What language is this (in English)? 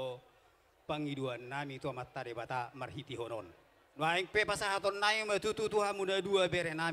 Batak Toba